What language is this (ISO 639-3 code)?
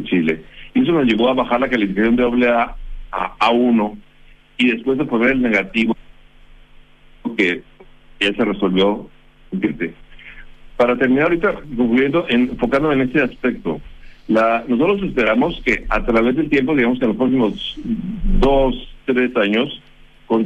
spa